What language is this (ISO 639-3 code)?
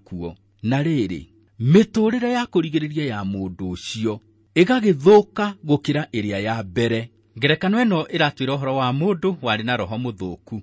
kik